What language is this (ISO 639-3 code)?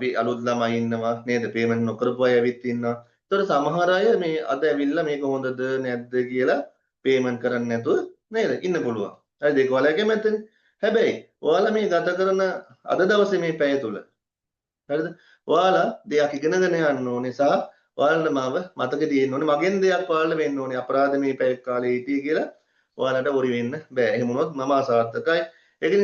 sin